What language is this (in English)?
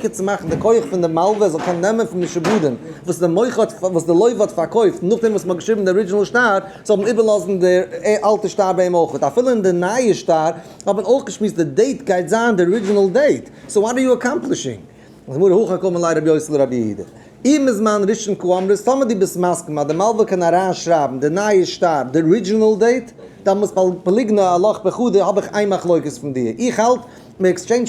Yiddish